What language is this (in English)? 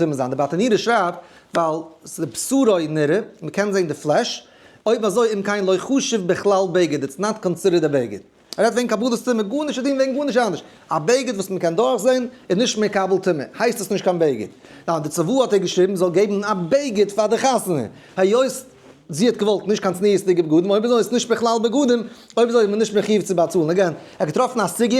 Yiddish